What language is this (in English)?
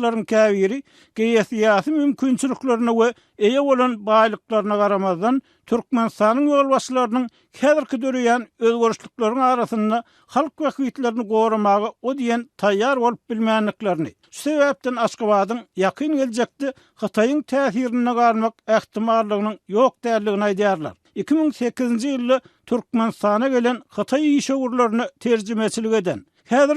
Turkmen